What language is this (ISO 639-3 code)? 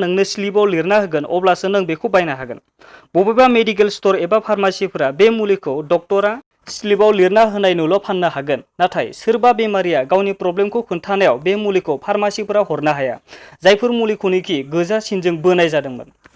brx